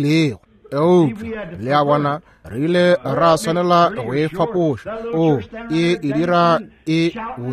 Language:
Northern Sotho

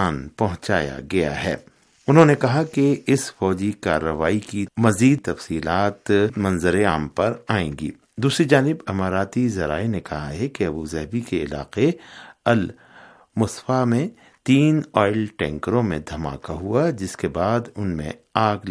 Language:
Urdu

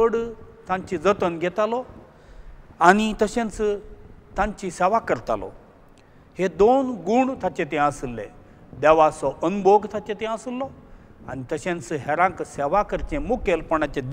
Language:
Konkani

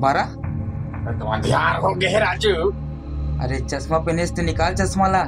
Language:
Chhattisgarhi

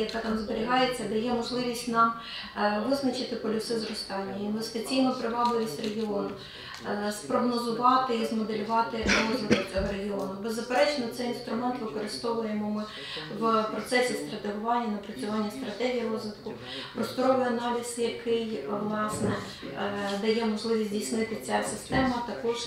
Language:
Ukrainian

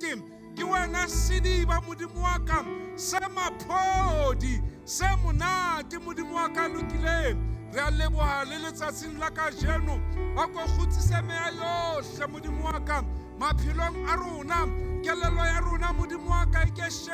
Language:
Southern Sotho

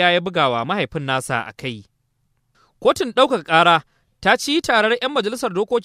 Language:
Hausa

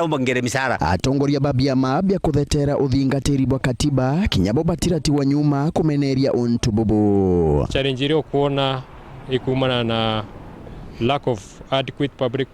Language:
Meru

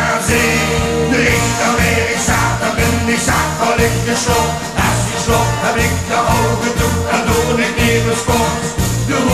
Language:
Limburgish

